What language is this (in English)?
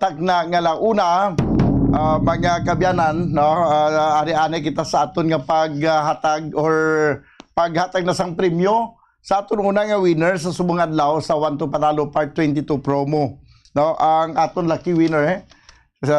Hiligaynon